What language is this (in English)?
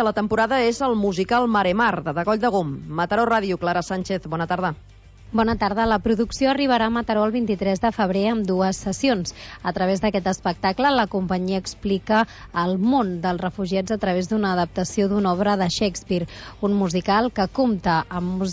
Catalan